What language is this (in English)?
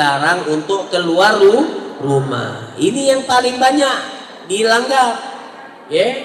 Musi